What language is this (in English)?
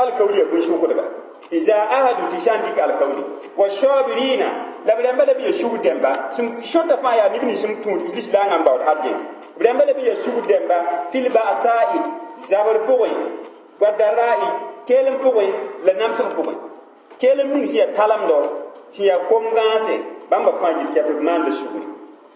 Mossi